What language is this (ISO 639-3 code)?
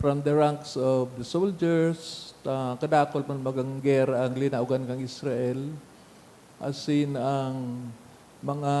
bik